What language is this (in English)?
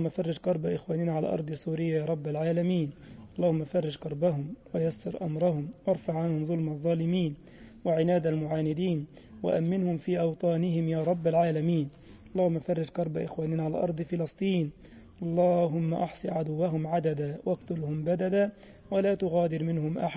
Arabic